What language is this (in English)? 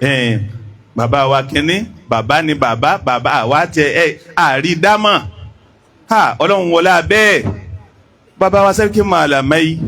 Yoruba